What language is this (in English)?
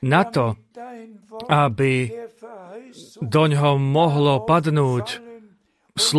Slovak